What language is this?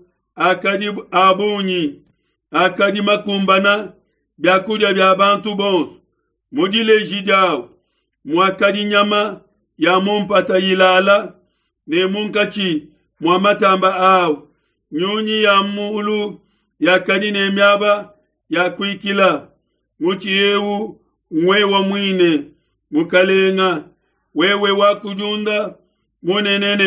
Luba-Lulua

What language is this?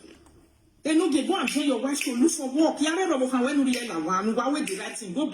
Nigerian Pidgin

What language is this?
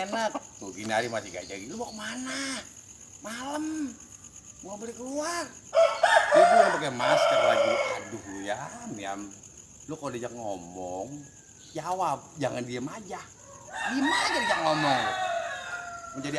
Betawi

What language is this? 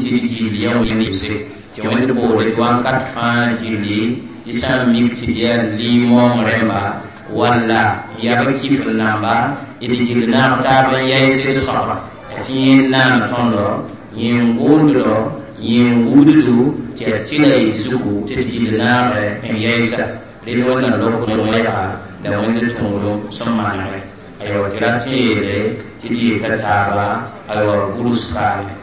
Mossi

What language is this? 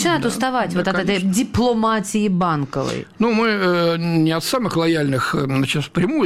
Russian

